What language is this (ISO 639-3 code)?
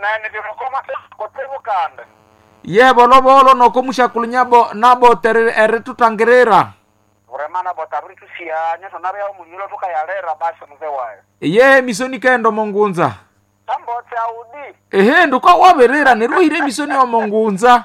nnb